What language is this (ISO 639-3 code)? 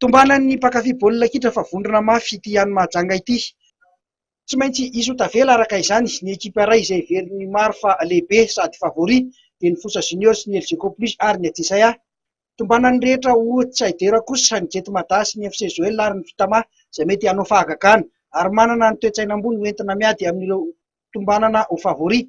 mlg